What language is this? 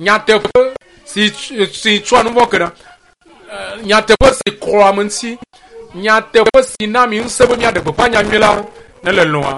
Ewe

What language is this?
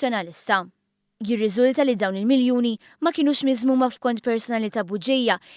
Maltese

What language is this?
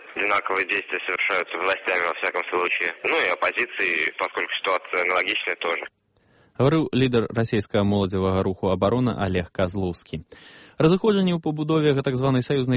Belarusian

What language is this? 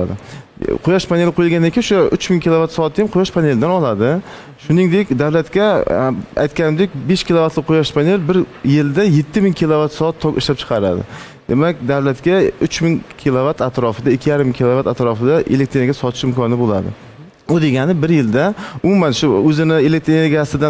Uzbek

